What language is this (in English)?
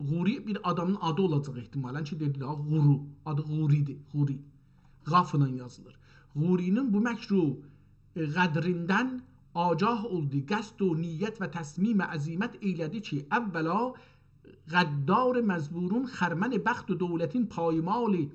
South Azerbaijani